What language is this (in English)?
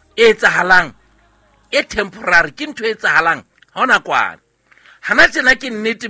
Southern Sotho